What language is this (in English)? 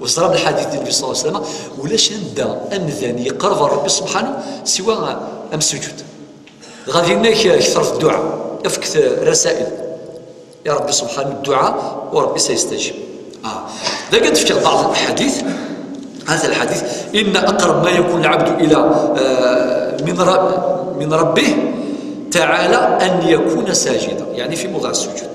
Kabyle